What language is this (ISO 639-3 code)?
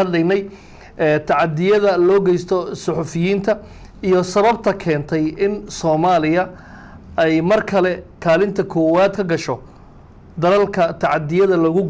som